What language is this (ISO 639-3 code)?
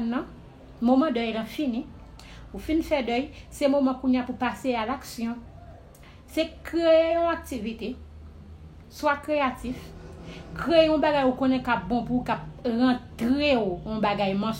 hat